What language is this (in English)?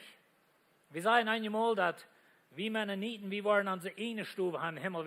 Plautdietsch